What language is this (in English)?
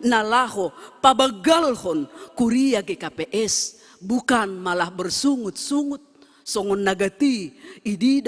Batak Simalungun